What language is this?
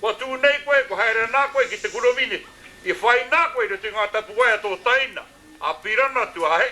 Māori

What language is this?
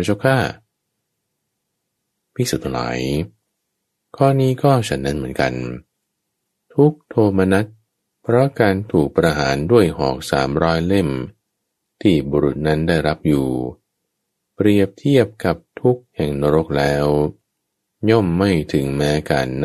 Thai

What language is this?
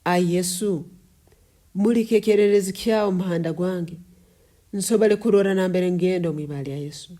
Nyoro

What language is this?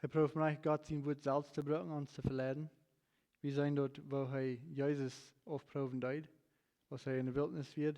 Plautdietsch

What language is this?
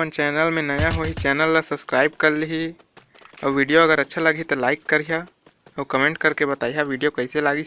Chhattisgarhi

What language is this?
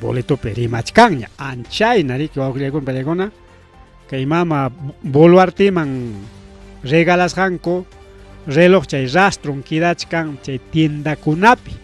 Ayacucho Quechua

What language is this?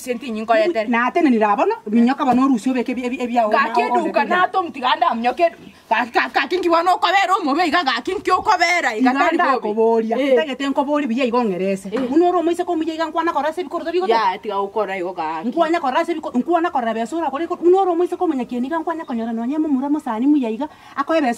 Gusii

